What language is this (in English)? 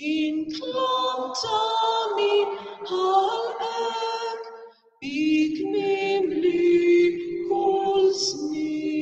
Maltese